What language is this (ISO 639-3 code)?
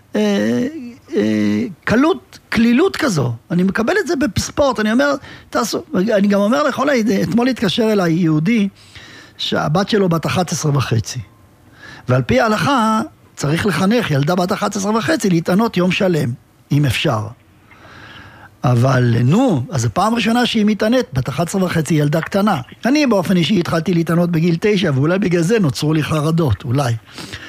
heb